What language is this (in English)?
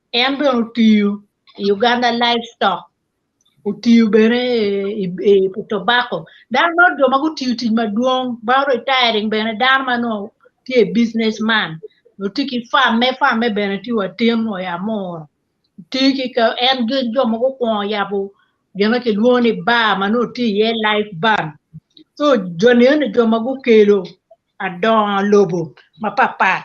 Acoli